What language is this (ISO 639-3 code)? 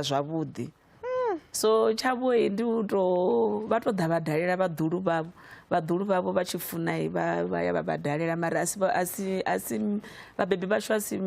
ven